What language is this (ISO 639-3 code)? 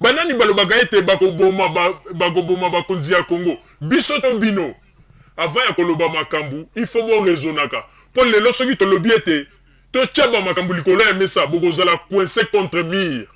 lin